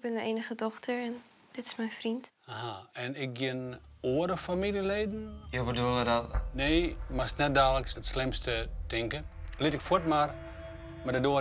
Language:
Western Frisian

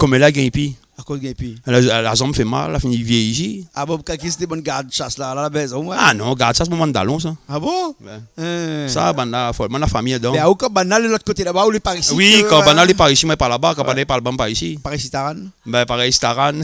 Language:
Réunion Creole French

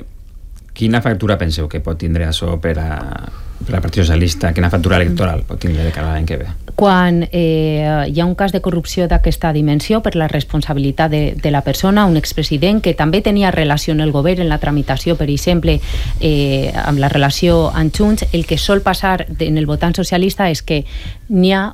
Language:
Catalan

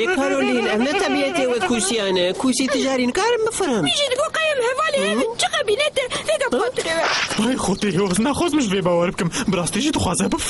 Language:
Kurdish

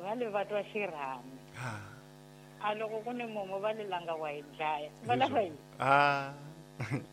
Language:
Tsonga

